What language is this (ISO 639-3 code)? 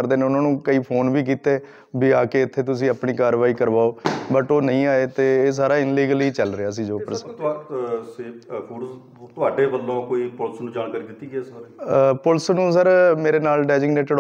pan